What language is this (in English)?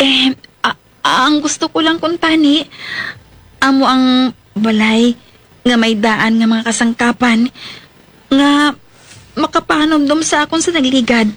Hiligaynon